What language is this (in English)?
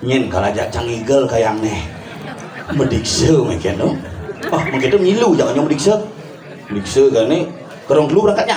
Balinese